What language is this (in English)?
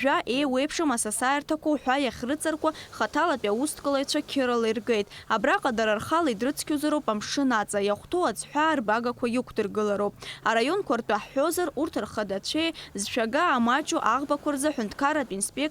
Abkhazian